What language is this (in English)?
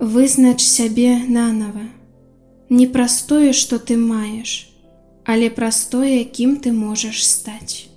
Belarusian